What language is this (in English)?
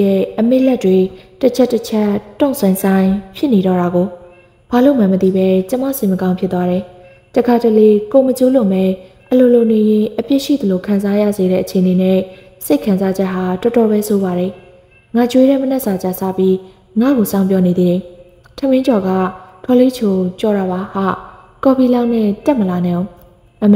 Burmese